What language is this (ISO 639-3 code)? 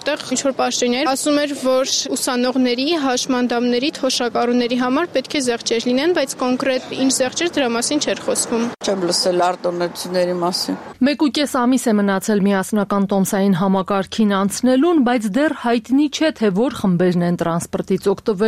hye